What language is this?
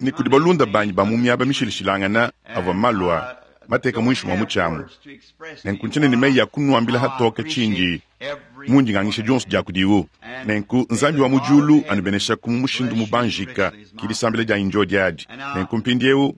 Luba-Lulua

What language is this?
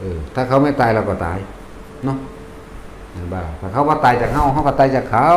Northeastern Thai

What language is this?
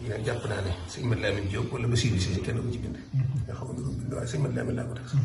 Wolof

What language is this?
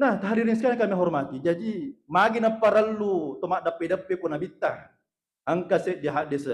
Buginese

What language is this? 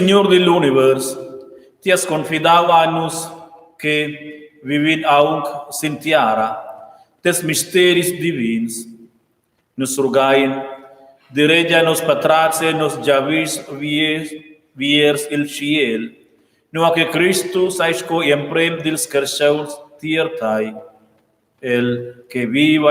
Romansh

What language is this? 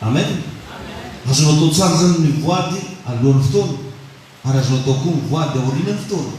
Malagasy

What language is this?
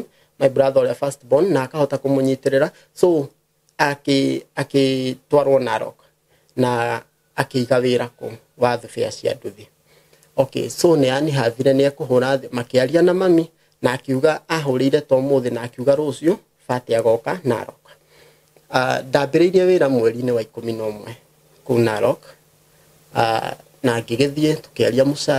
Kikuyu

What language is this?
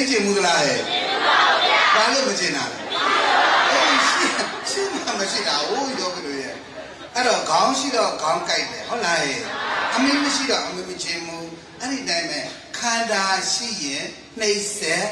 Burmese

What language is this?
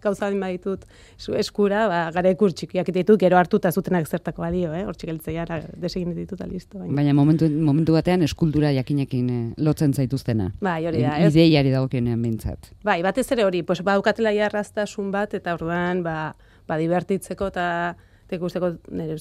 Basque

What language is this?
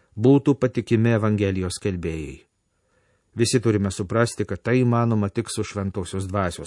Lithuanian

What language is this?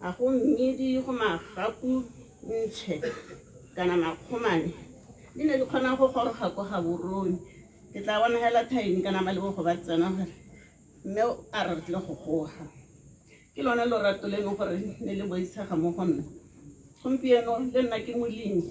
Tswana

